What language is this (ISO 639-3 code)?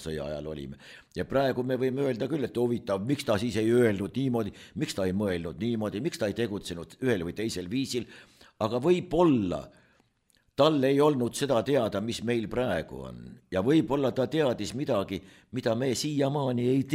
est